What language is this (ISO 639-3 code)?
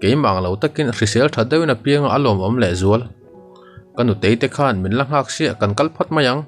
lus